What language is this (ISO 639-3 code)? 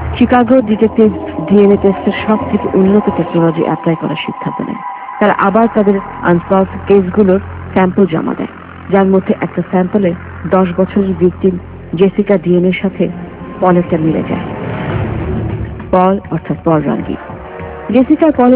ben